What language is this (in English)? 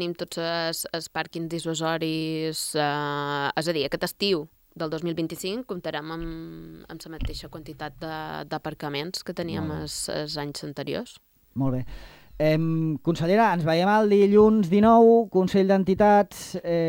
Catalan